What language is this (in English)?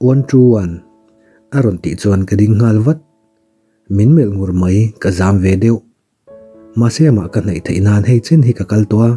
Mizo